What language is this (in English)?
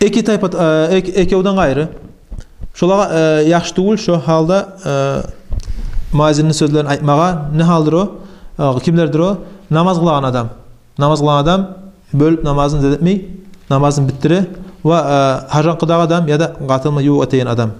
Kumyk